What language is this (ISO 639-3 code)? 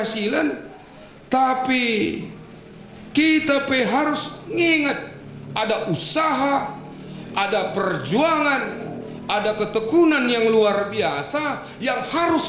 btx